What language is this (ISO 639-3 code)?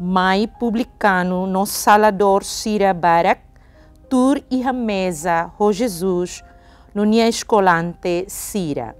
tet